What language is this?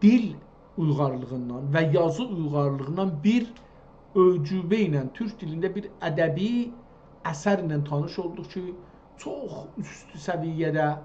South Azerbaijani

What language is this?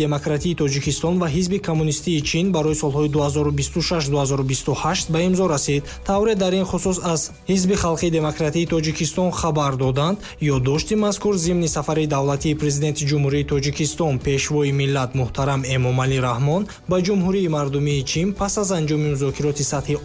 Tajik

